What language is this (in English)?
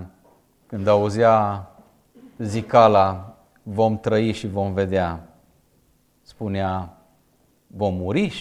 Romanian